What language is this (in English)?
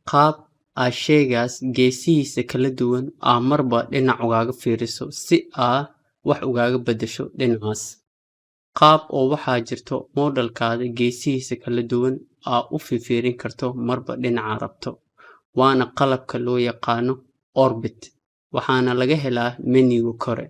Somali